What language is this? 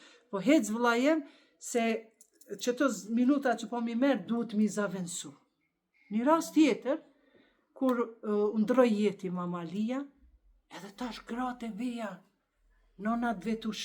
Albanian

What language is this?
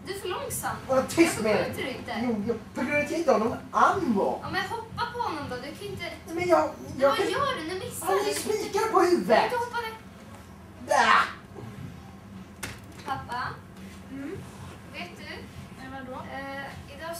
Swedish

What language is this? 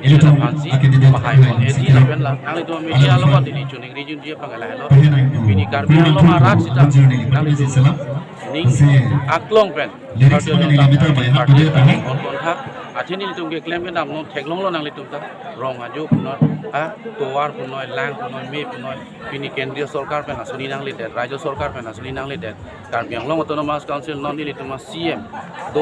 Karbi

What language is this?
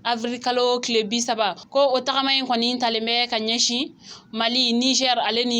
Bambara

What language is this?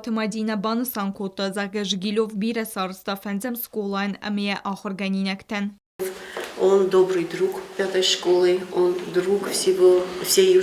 Ossetic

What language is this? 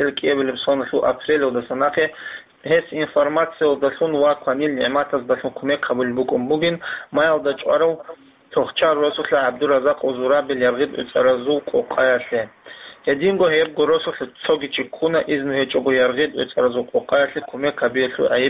Avaric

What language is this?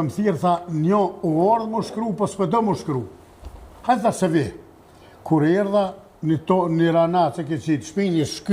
Albanian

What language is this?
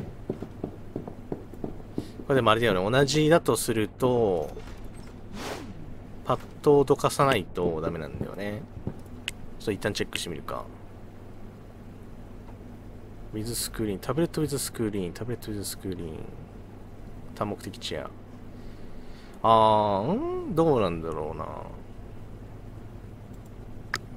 Japanese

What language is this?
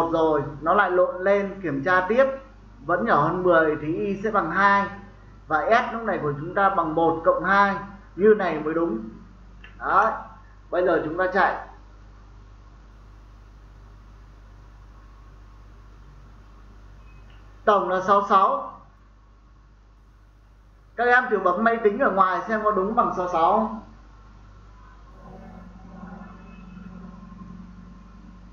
Vietnamese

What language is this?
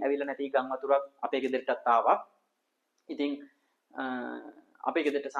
Sinhala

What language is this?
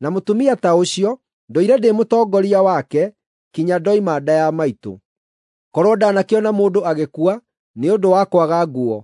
Kikuyu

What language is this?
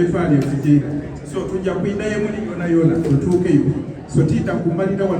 Soga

